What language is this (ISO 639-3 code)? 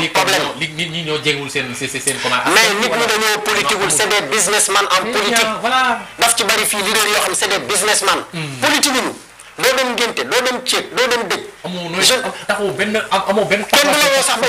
wol